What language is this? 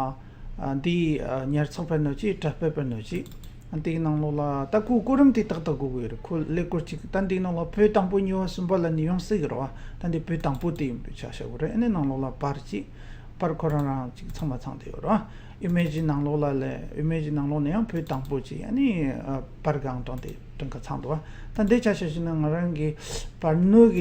Tibetan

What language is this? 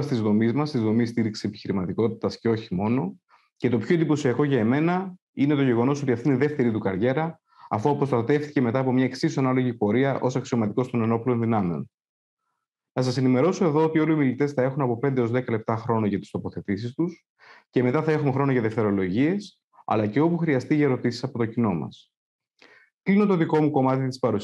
Greek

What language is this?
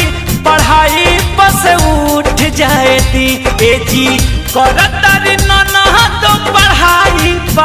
Bhojpuri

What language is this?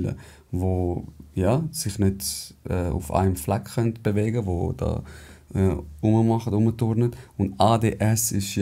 Swiss German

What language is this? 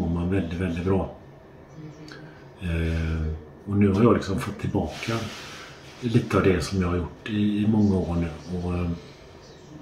Swedish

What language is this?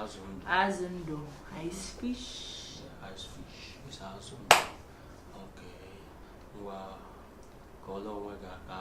Igbo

